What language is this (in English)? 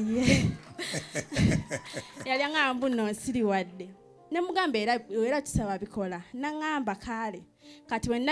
Ganda